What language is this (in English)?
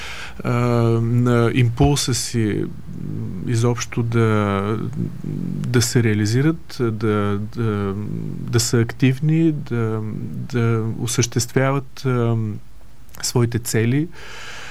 Bulgarian